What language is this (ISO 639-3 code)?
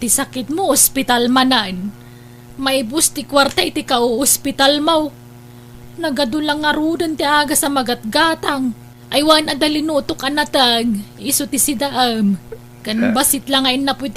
ilo